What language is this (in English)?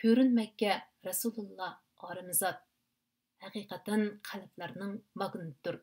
Uyghur